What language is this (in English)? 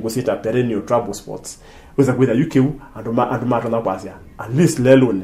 Kamba